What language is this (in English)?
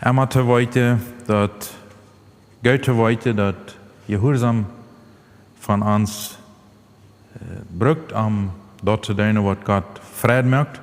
Plautdietsch